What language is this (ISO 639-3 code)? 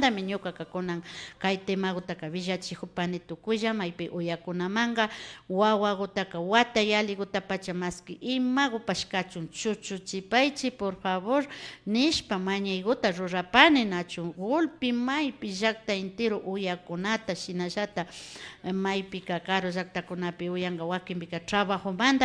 qvi